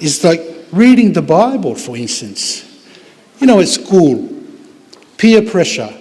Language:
Tongan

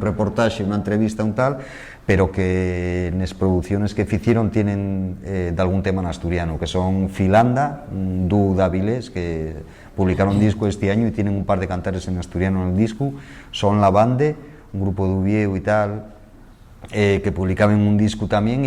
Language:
Asturian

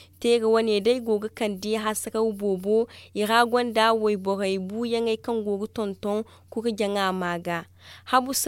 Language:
Zarma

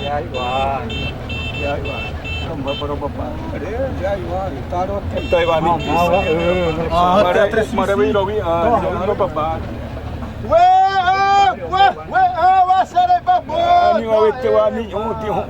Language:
Xavánte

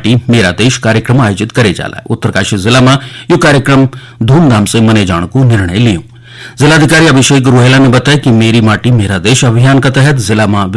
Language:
Garhwali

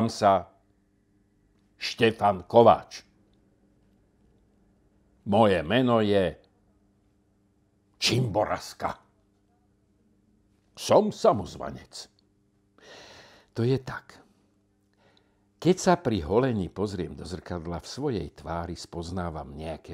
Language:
Slovak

